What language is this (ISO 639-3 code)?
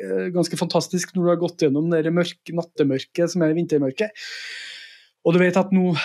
nor